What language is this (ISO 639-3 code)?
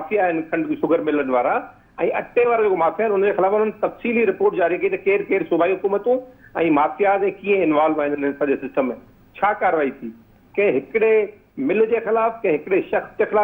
snd